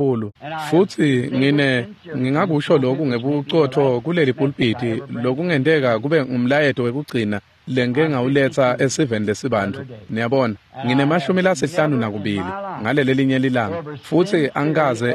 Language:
Swati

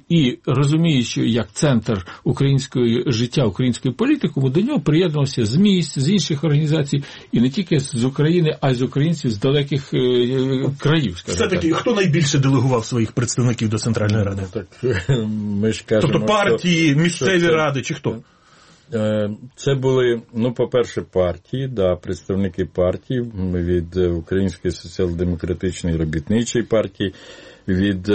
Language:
Ukrainian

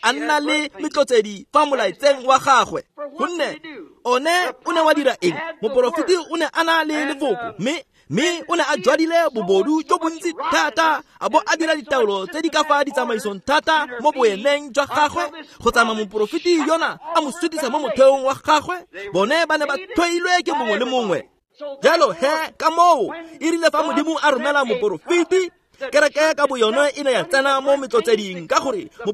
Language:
Tswana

